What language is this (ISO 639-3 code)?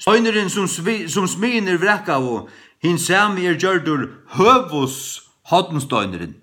fao